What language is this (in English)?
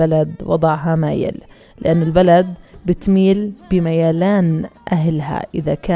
North Levantine Arabic